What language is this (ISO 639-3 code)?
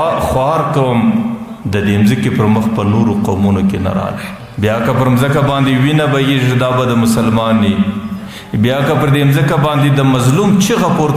pus